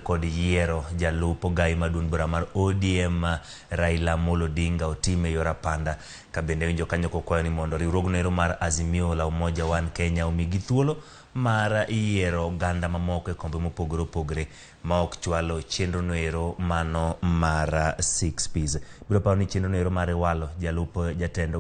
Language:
Luo (Kenya and Tanzania)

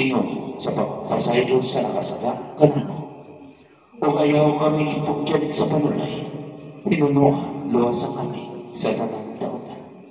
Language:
Cebuano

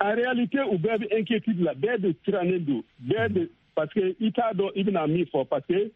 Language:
Bambara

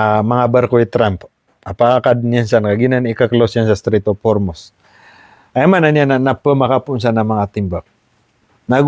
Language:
Maranao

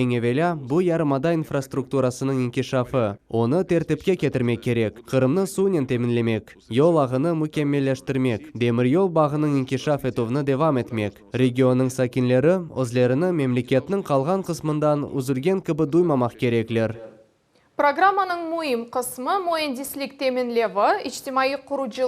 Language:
Crimean Tatar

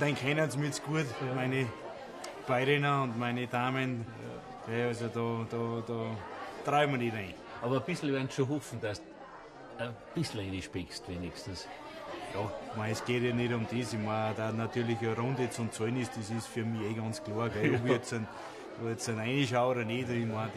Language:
Bavarian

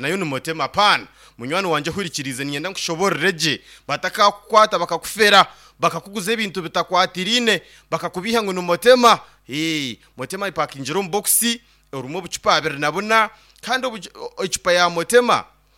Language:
Nyankole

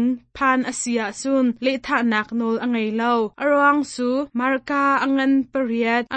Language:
Hakha Chin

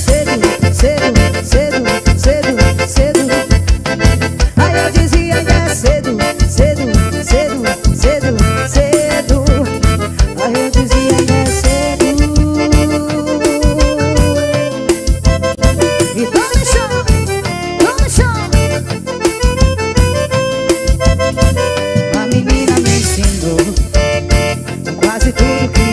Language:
Portuguese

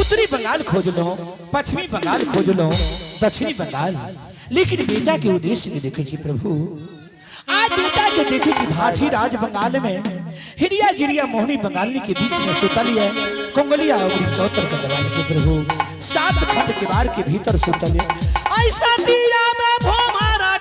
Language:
Angika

